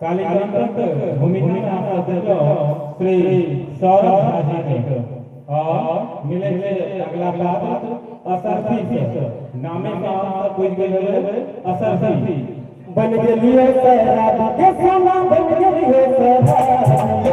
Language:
Maithili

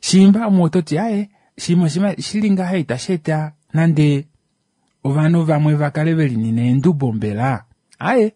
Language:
Kuanyama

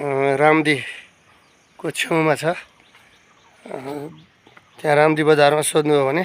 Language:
Nepali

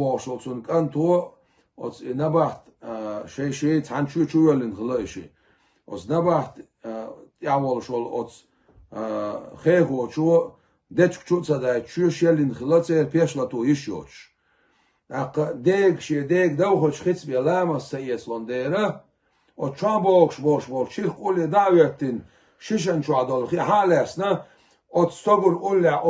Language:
Chechen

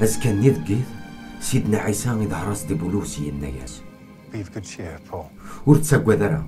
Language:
Kabyle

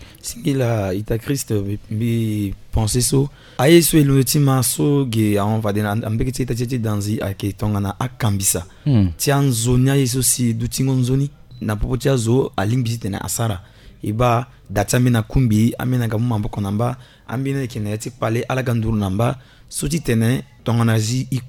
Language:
Sango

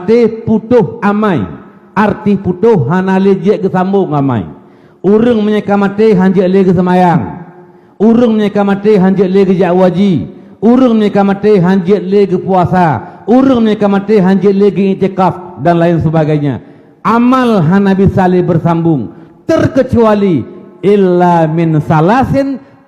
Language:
Achinese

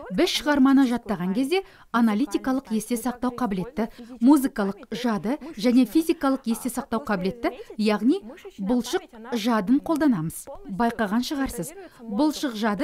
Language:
Kazakh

